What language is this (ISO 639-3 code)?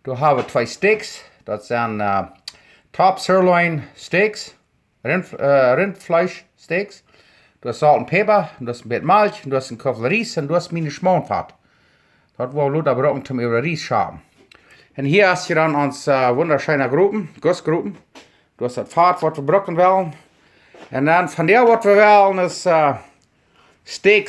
pdt